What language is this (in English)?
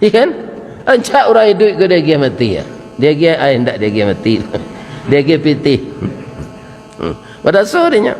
Minangkabau